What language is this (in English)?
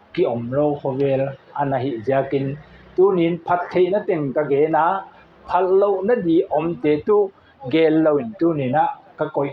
Paite Chin